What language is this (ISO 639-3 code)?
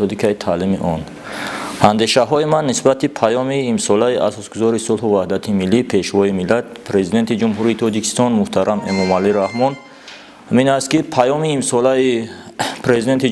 tgk